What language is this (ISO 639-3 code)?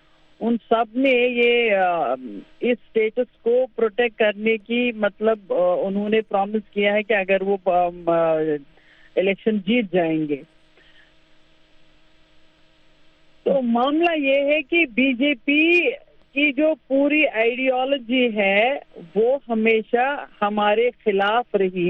urd